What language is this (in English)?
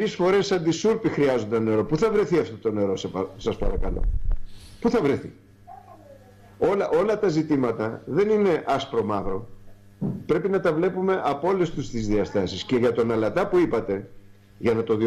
Greek